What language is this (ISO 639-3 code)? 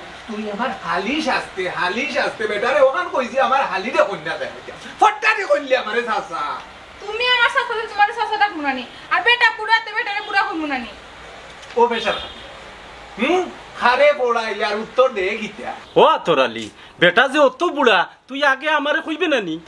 syl